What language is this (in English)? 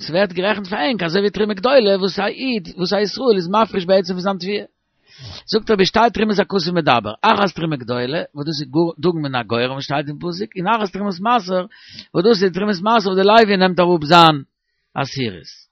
Yiddish